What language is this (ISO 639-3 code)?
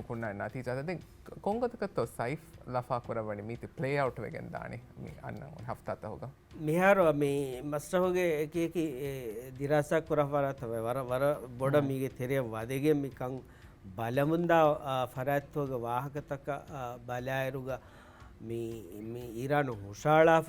div